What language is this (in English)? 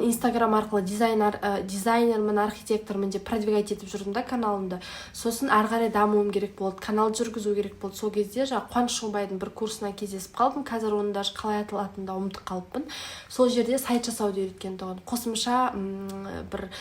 Kazakh